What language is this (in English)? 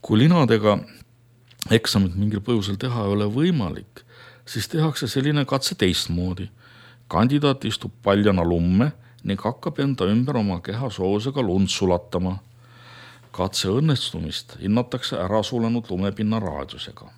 Estonian